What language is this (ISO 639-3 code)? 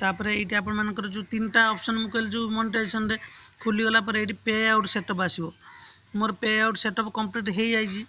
ori